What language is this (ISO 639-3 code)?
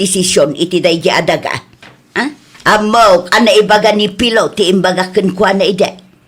ilo